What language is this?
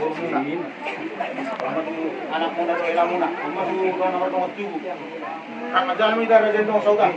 Batak Toba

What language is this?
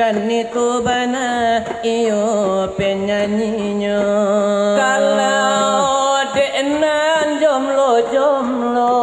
Minangkabau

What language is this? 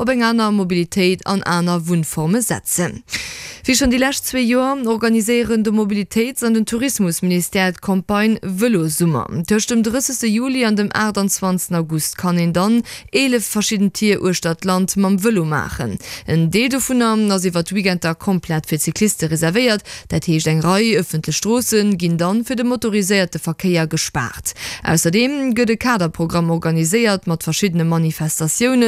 Luxembourgish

